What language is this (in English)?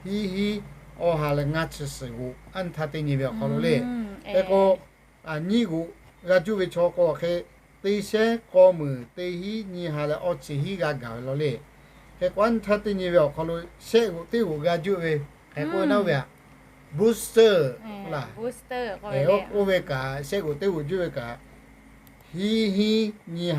Lahu